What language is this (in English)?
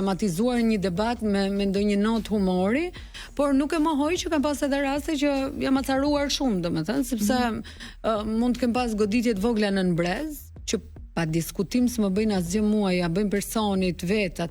Albanian